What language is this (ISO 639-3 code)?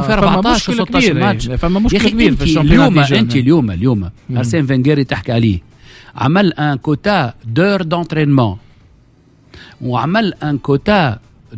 aeb